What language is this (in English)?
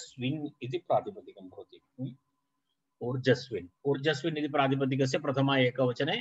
Sanskrit